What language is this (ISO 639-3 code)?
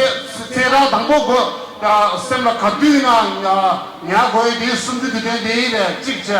bod